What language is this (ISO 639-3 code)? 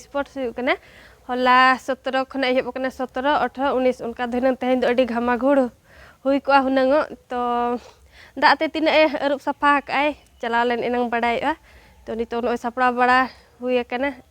sat